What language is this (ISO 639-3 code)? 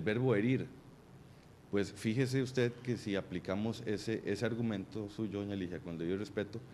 spa